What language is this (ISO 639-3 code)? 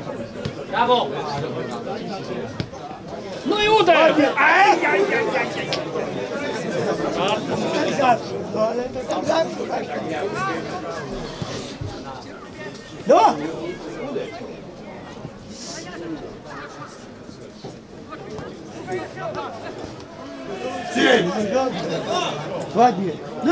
pol